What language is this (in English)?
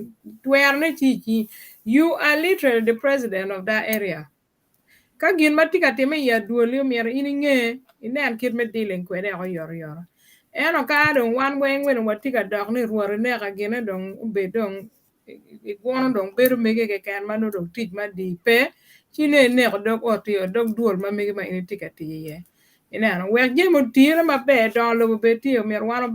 Acoli